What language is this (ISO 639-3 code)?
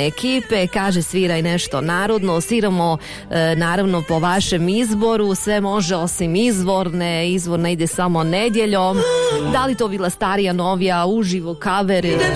bos